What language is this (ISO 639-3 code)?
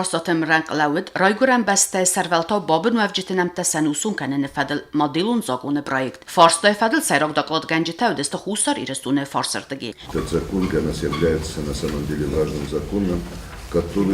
oss